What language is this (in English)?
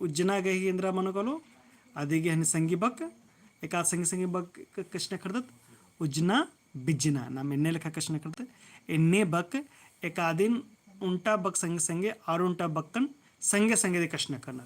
Kurukh